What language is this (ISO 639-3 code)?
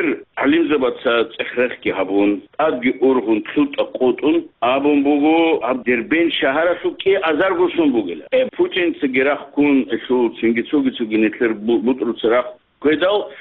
ava